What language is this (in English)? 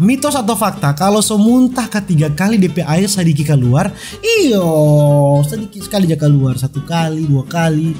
Manado Malay